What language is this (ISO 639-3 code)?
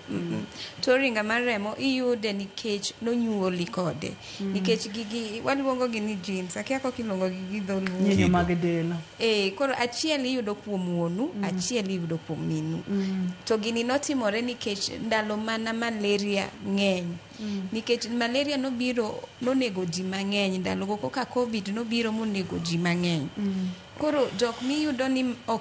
luo